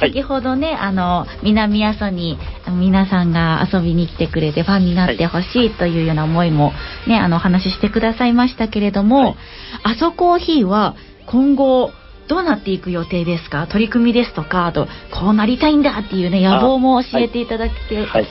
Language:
Japanese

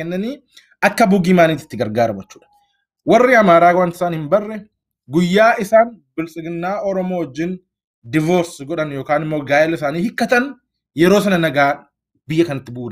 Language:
Oromo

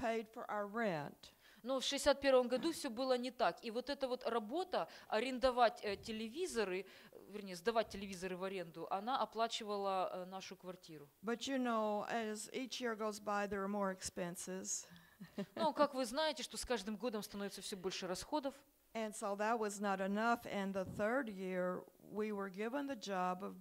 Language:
Russian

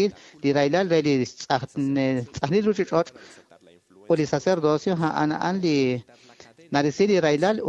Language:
Kekchí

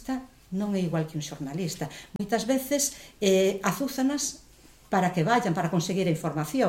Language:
Galician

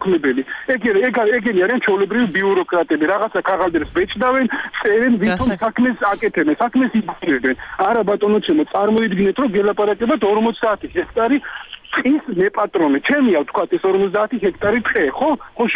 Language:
Georgian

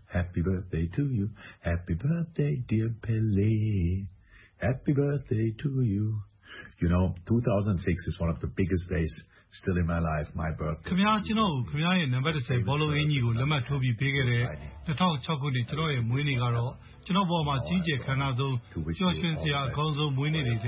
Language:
Burmese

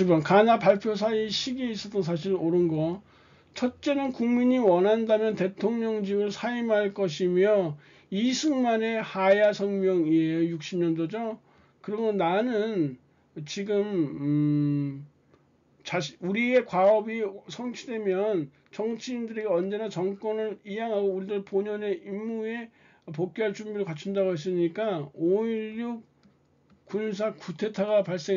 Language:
Korean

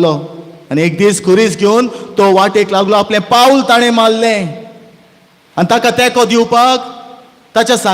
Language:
Konkani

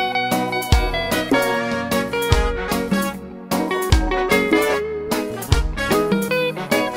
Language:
Kinyarwanda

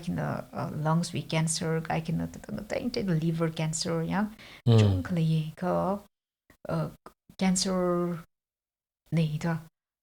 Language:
Tangkhul Naga (India)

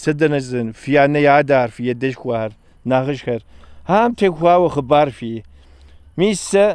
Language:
Kabardian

